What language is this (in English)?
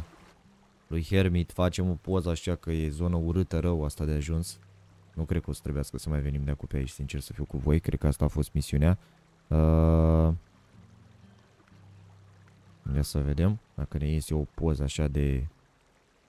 Romanian